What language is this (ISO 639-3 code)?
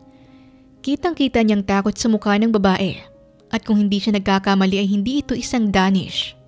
fil